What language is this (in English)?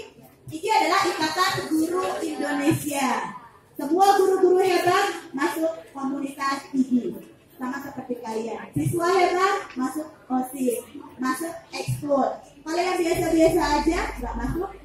Indonesian